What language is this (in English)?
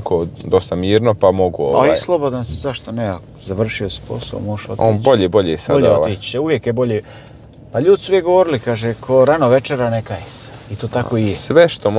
Croatian